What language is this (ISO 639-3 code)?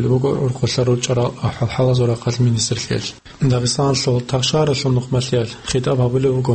ava